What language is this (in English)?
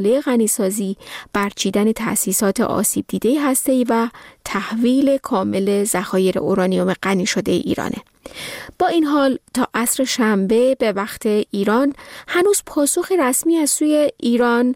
Persian